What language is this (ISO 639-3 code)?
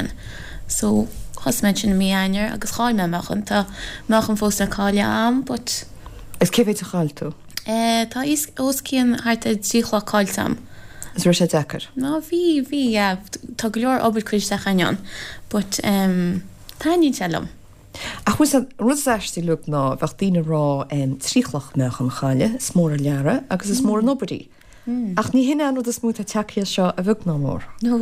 gle